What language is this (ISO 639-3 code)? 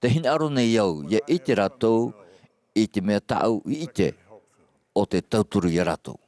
tah